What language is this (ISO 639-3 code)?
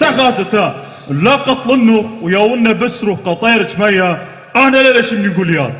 aii